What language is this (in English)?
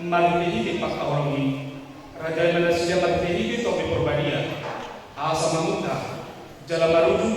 Batak Toba